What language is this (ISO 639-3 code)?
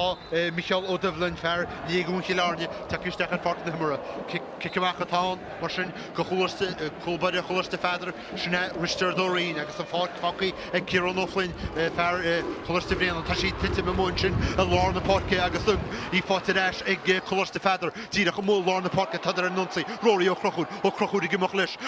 gle